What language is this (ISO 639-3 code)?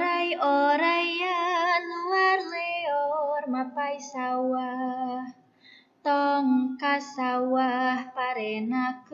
sun